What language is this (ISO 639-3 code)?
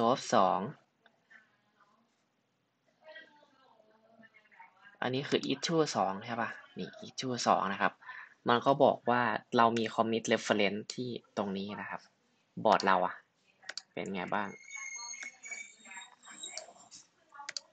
tha